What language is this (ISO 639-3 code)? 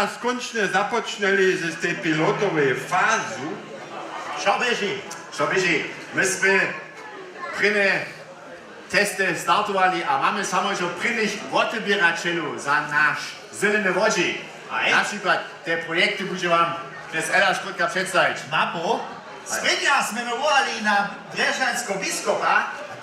hsb